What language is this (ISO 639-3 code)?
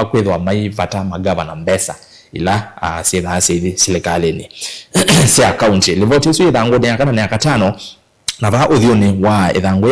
kam